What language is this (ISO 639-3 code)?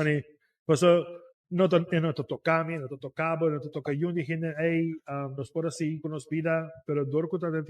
pap